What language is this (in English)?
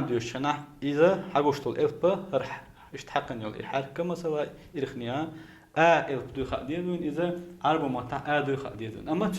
Chechen